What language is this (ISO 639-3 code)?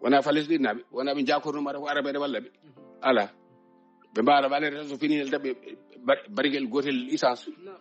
ful